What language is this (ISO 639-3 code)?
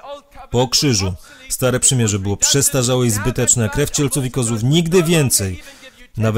pol